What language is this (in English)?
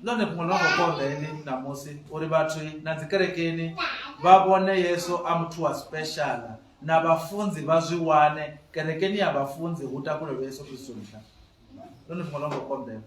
Venda